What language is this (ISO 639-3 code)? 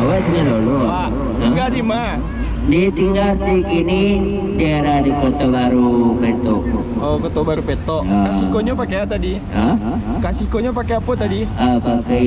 min